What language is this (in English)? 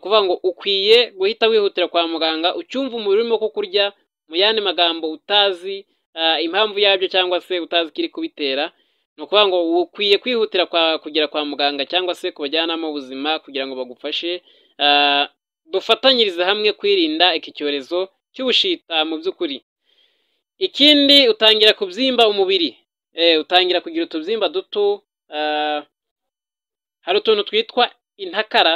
Kinyarwanda